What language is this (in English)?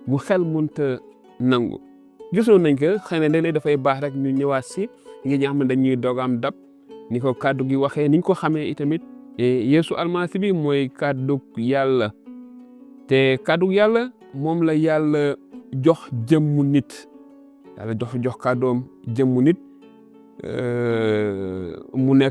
Wolof